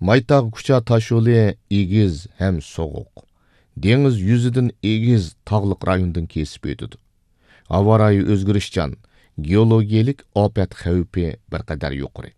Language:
Uyghur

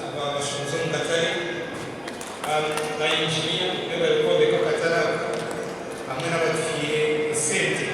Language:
Nyankole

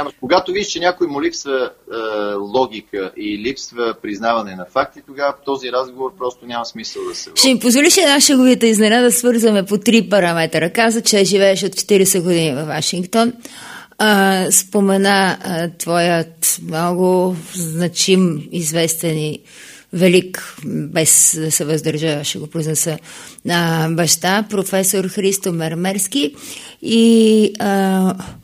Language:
Bulgarian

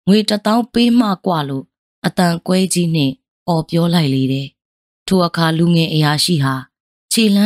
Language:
Burmese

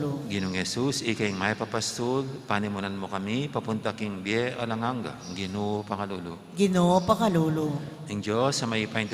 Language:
Pampanga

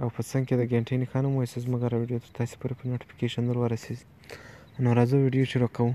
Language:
Pashto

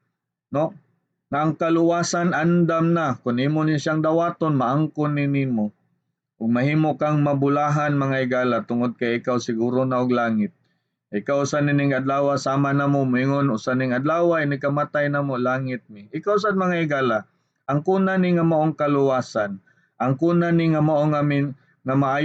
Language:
Cebuano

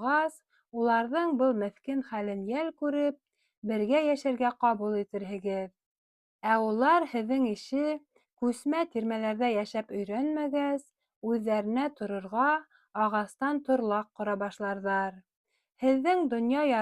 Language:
Bashkir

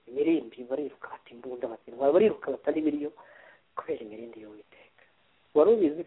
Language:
Kinyarwanda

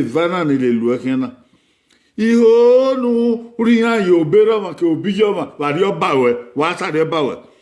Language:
Bini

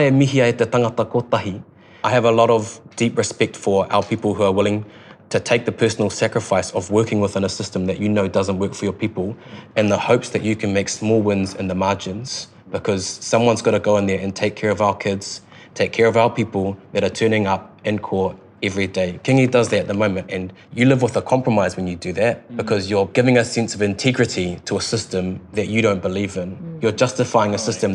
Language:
English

